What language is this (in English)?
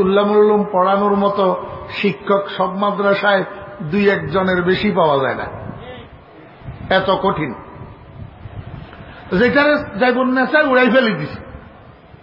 Bangla